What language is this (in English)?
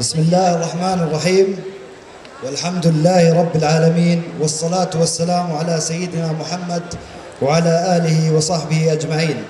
North Levantine Arabic